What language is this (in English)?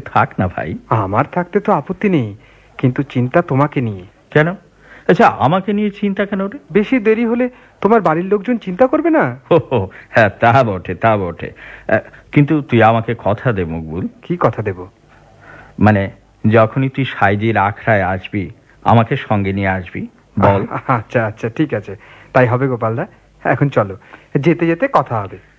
Bangla